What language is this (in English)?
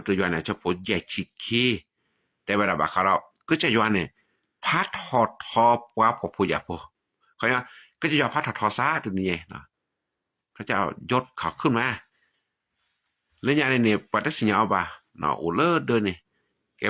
S'gaw Karen